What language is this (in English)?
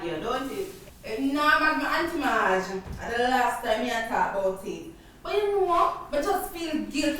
Jamaican Creole English